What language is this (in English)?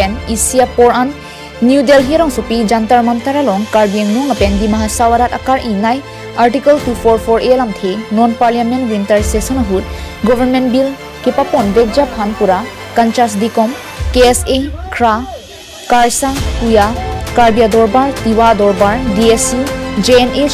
Karbi